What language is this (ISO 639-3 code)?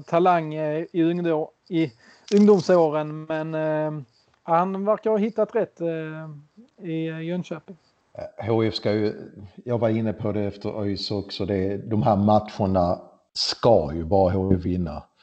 swe